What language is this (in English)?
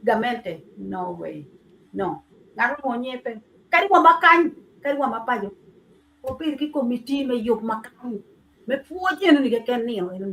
Acoli